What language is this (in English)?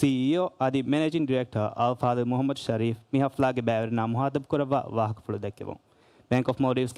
Divehi